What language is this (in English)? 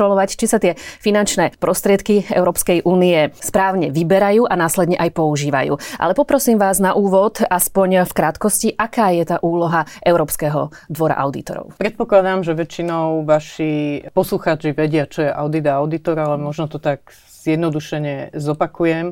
Slovak